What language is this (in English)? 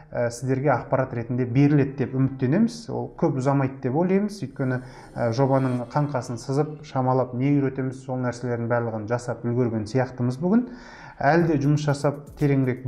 Kazakh